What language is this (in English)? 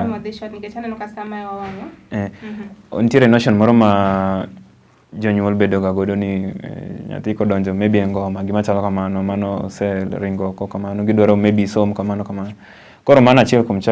Luo (Kenya and Tanzania)